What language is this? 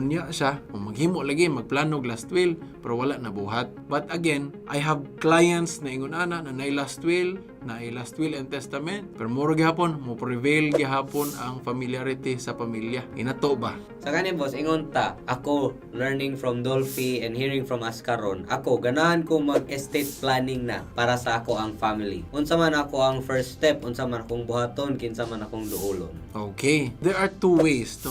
Cebuano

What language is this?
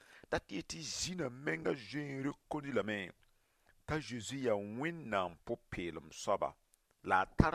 Mossi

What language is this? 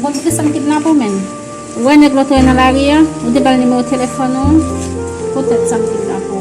Haitian Creole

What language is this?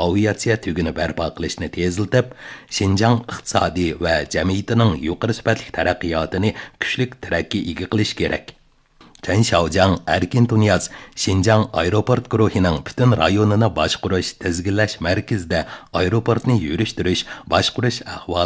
Uyghur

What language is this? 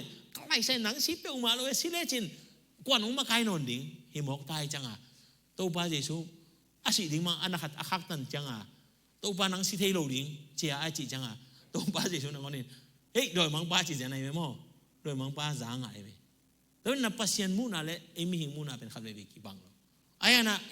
Tedim Chin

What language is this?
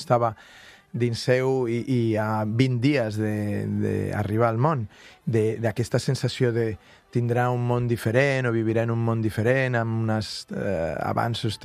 Catalan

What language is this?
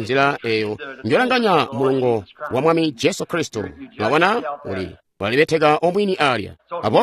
Tonga (Zambia)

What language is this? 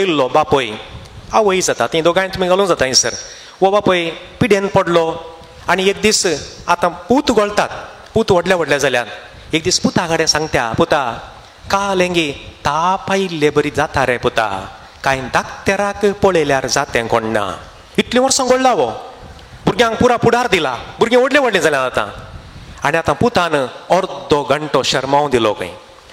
Konkani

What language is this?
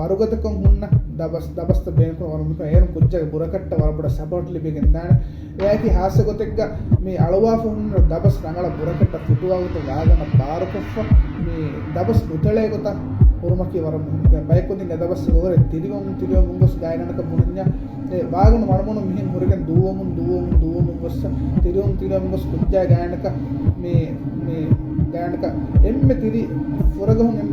Divehi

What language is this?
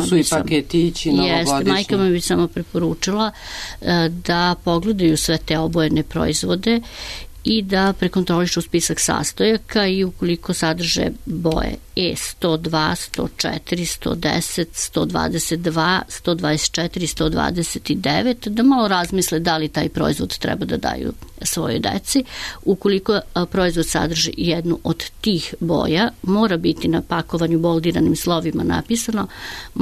Serbian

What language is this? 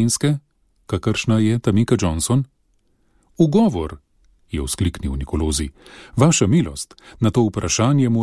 Slovenian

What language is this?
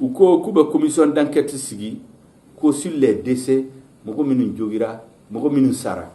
Bambara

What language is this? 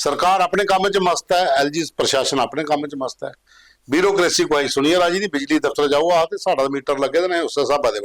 Dogri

